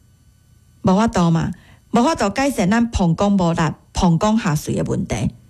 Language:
Min Nan Chinese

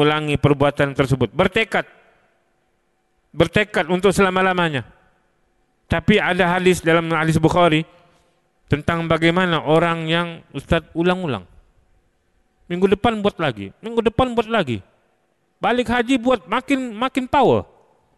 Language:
Malay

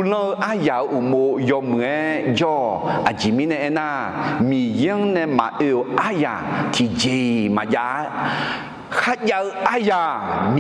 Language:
Akha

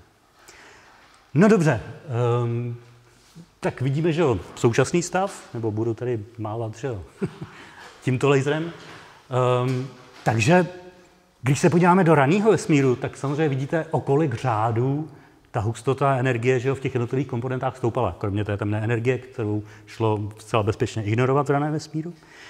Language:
Czech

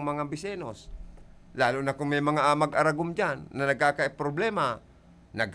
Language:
Bikol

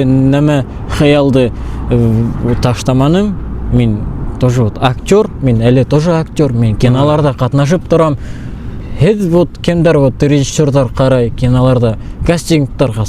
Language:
Bashkir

